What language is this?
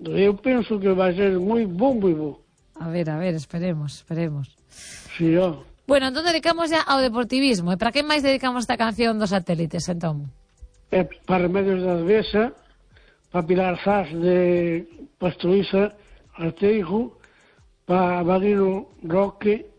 Galician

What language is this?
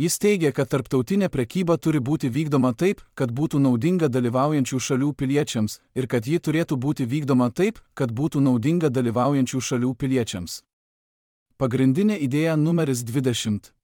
Lithuanian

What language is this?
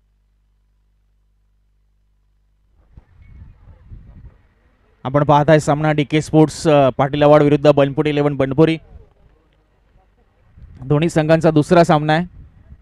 Marathi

